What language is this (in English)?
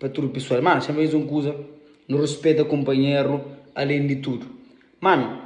Kabuverdianu